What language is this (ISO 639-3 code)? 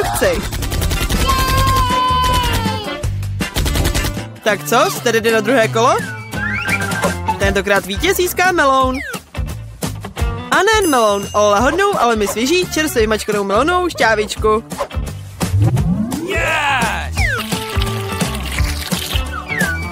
ces